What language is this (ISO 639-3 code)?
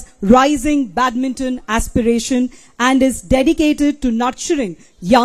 ori